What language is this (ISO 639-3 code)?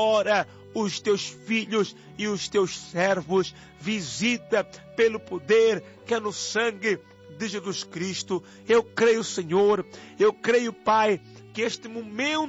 por